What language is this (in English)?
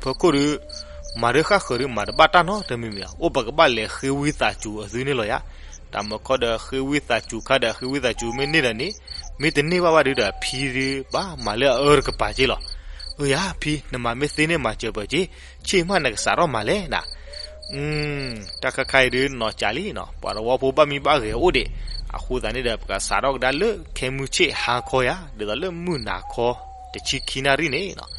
S'gaw Karen